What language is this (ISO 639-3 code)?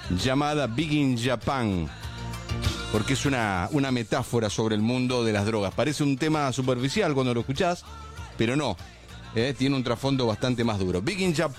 spa